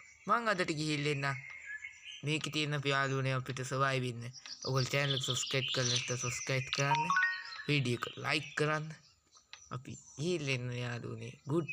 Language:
Sinhala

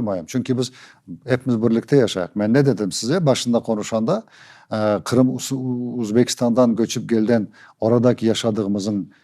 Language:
Crimean Tatar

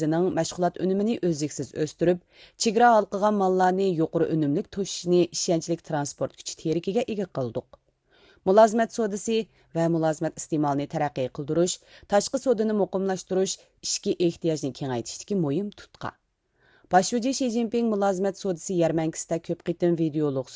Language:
Uyghur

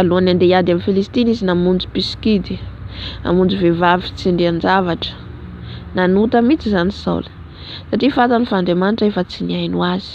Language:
Malagasy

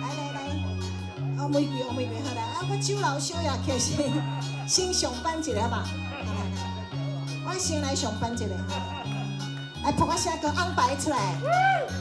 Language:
Min Nan Chinese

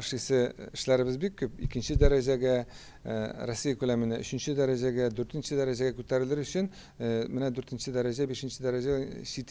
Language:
Tatar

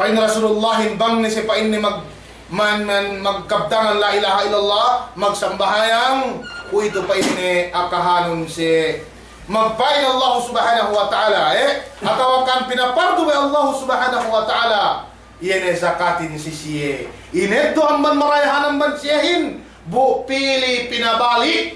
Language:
Yakan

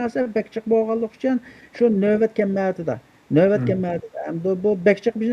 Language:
Uyghur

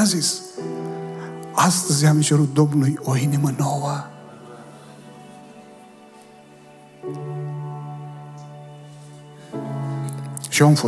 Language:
Romanian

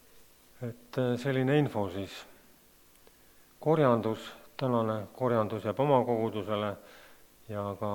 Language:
Estonian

